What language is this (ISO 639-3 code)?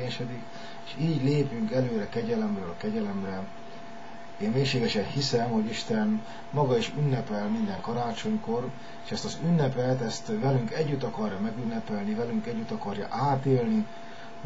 hun